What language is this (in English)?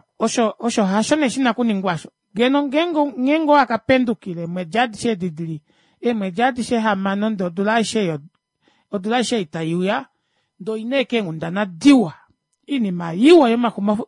Kuanyama